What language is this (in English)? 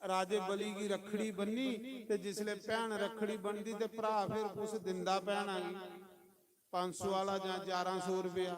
Dogri